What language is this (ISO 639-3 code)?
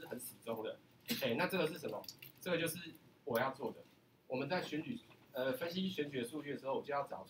zho